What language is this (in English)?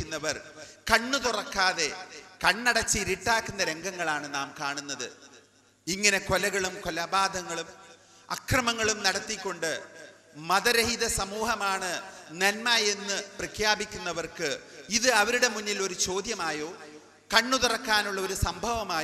Malayalam